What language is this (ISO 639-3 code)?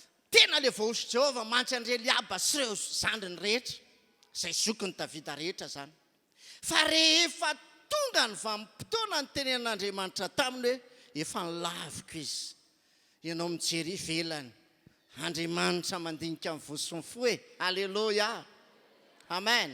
mlg